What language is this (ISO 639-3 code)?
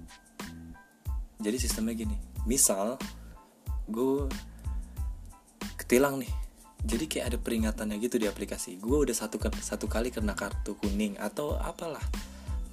ind